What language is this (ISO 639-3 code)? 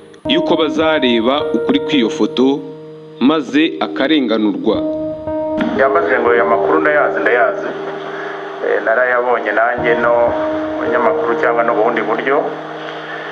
kin